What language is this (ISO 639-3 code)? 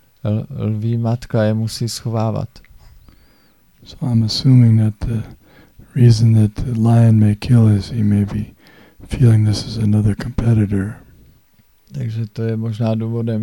ces